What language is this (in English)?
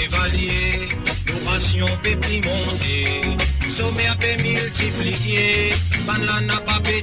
Morisyen